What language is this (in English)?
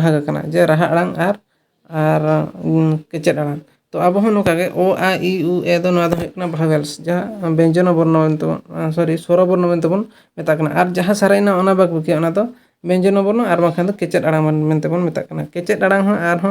Santali